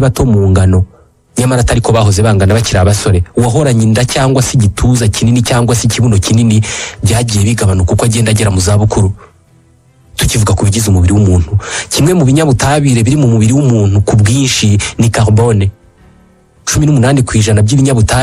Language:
Kinyarwanda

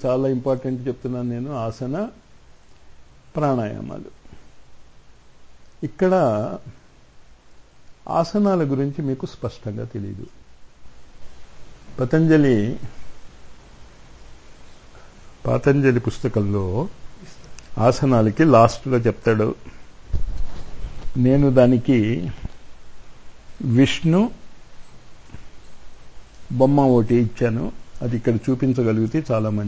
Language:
Telugu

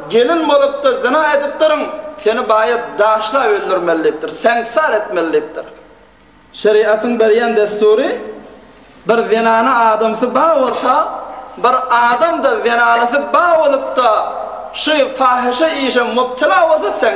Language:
Turkmen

